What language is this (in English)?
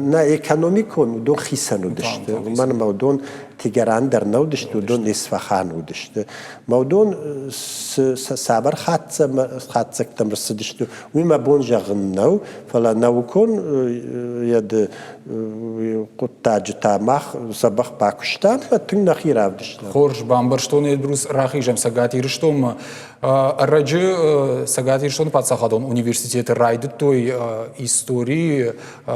Ossetic